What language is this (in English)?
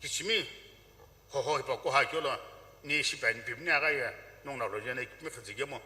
Sumi Naga